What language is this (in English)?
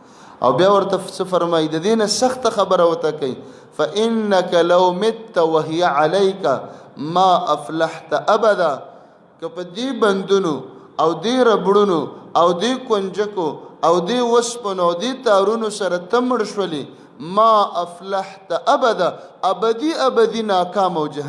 Pashto